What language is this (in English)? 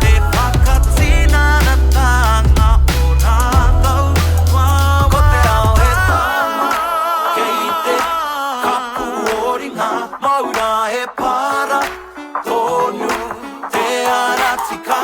Māori